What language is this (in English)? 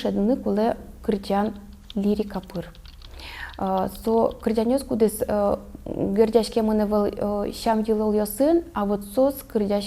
Udmurt